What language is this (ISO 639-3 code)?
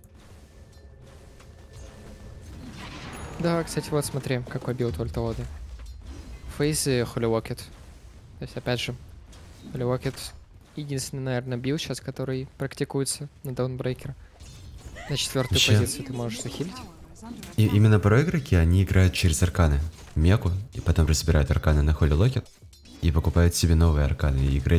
rus